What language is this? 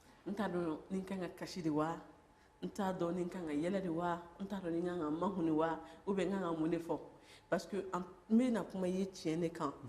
Bambara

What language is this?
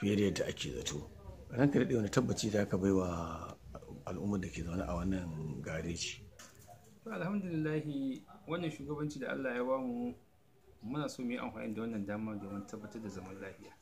Hausa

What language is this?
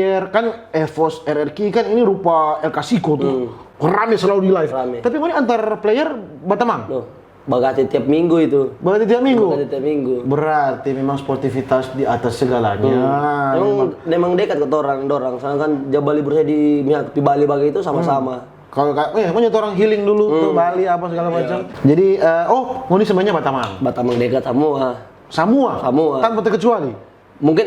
Manado Malay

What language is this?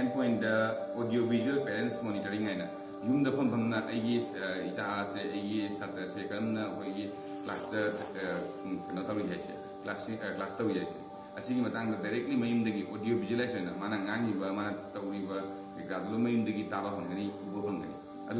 Manipuri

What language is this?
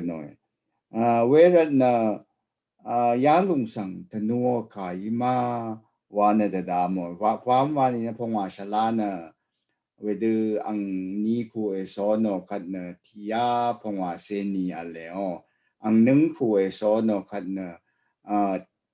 Rawang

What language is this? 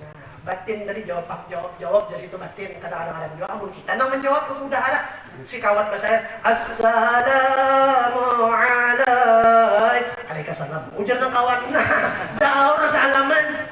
Banjar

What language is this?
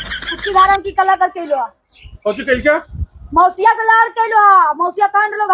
Magahi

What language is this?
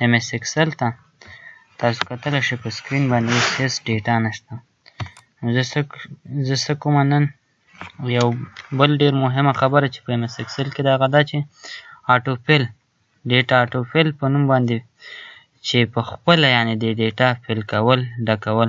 Pashto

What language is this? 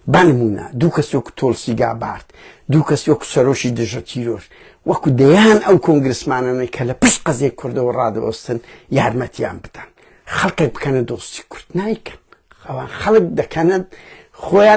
Central Kurdish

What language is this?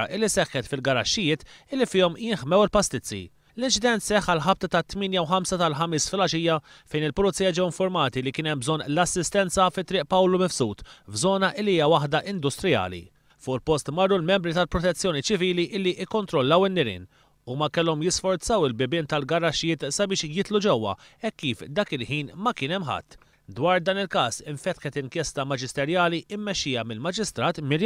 Maltese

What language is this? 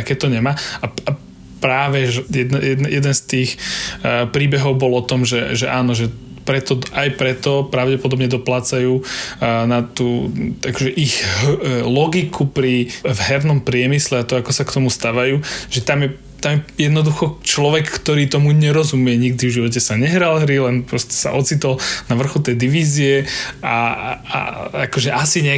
Slovak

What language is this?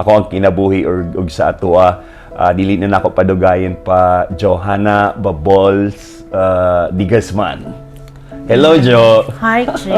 Cebuano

